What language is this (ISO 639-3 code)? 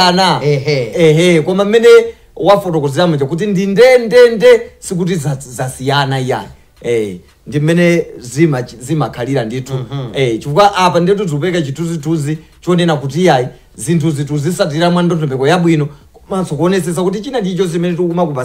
nya